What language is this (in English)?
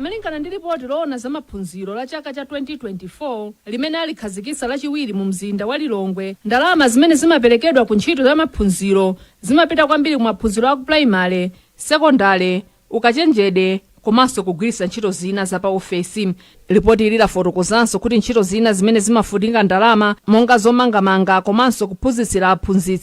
Nyanja